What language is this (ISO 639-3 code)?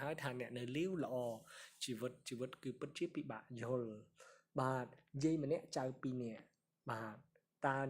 khm